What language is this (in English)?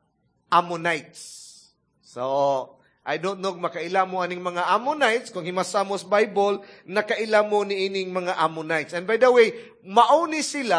Cebuano